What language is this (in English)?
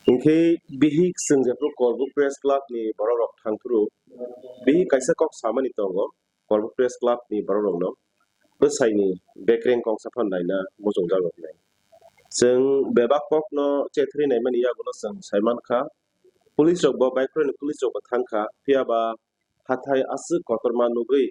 Kok Borok